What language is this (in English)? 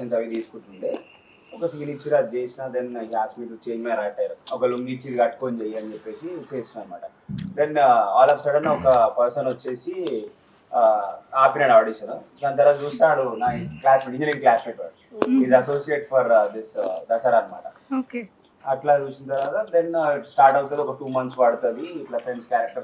Telugu